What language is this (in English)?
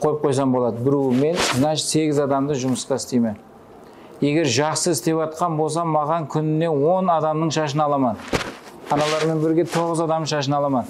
Kara-Kalpak